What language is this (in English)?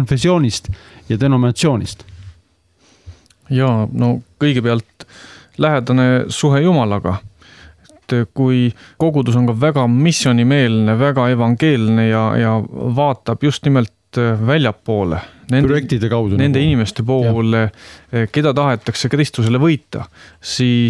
Estonian